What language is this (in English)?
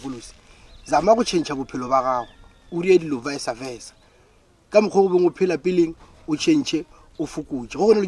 Northern Sotho